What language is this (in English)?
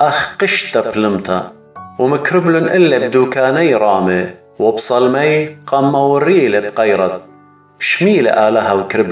Assyrian Neo-Aramaic